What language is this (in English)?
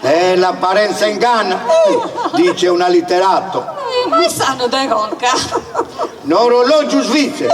Sardinian